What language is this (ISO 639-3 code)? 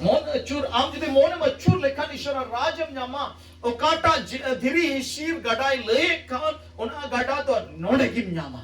sat